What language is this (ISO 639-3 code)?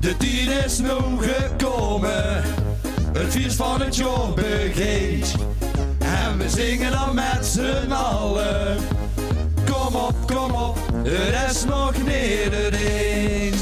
lim